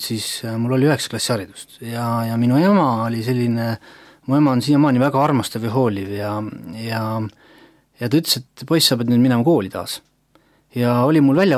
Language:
Estonian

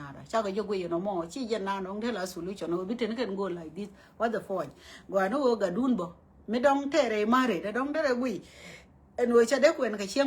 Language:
Nuer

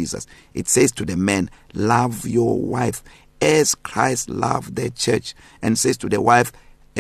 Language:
English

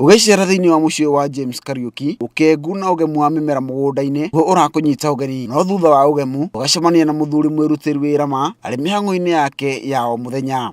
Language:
Kikuyu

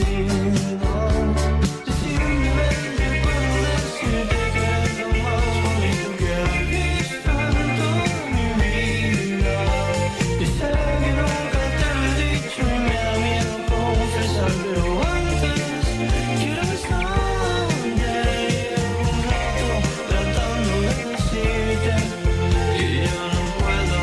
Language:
Spanish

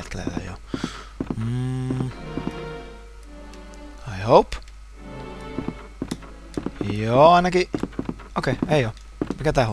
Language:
Finnish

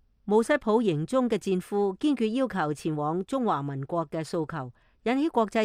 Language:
Cantonese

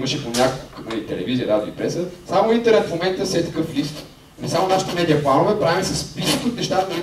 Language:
Bulgarian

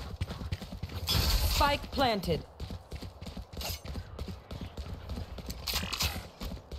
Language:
Finnish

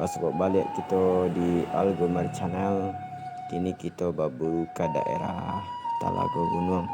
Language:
Minangkabau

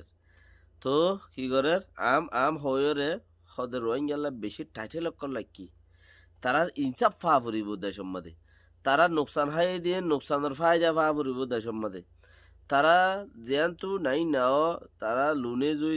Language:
Rohingya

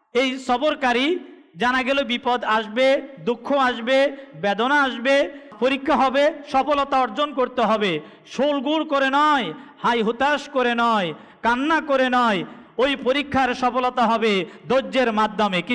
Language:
Bangla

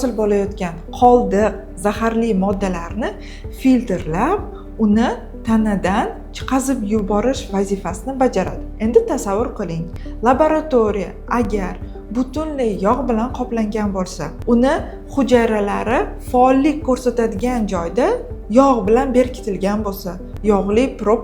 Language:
Uzbek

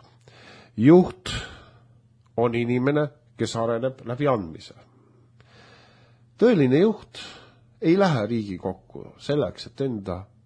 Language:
Estonian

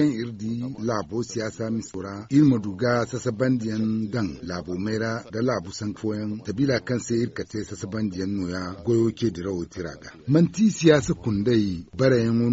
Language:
Zarma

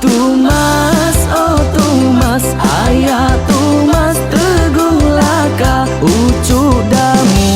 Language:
Iban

